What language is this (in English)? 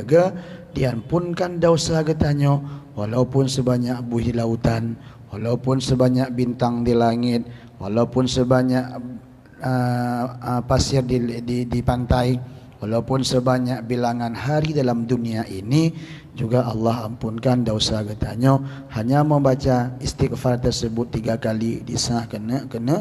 Achinese